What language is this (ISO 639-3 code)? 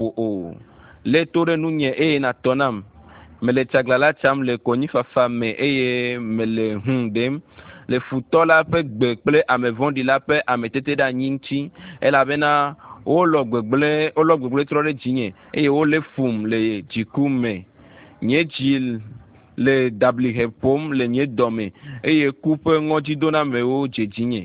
ewe